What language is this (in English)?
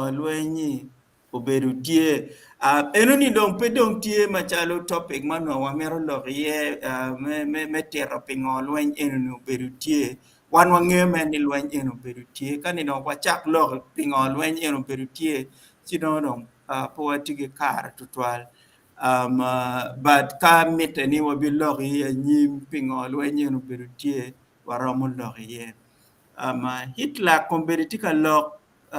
Acoli